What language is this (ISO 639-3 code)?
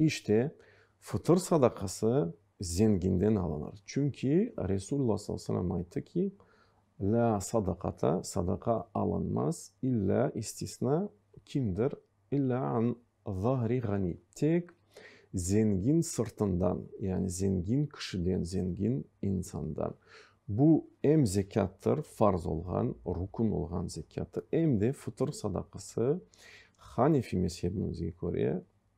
crh